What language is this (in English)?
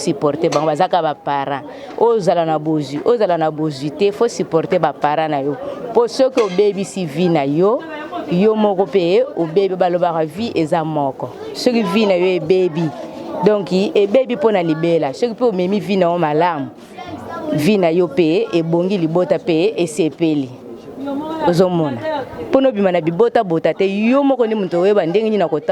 Lingala